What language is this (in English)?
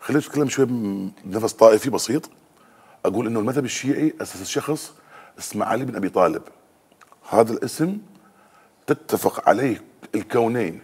Mesopotamian Arabic